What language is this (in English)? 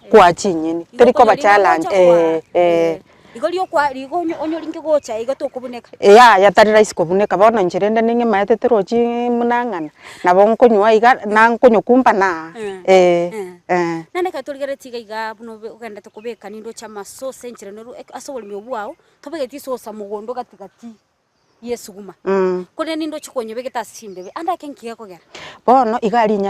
Gusii